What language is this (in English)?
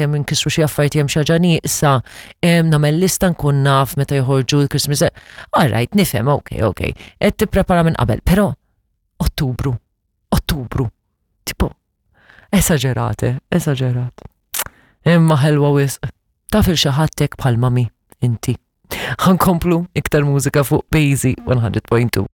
Maltese